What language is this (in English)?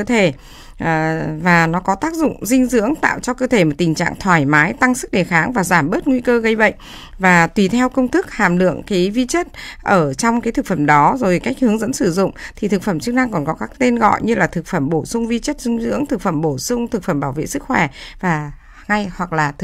Vietnamese